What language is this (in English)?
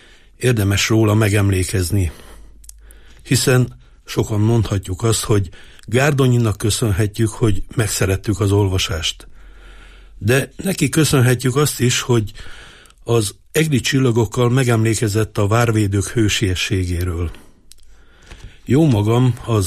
Hungarian